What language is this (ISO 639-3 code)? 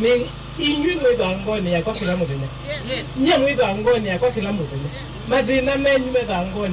kam